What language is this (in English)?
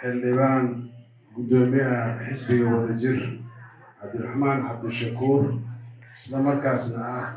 Somali